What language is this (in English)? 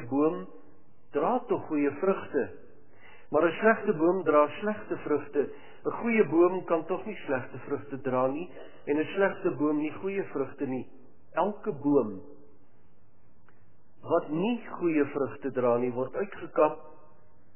Afrikaans